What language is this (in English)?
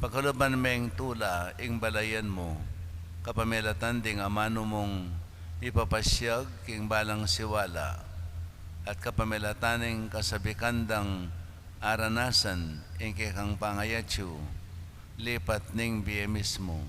Pampanga